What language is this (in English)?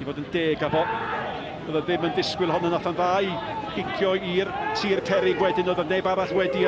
Welsh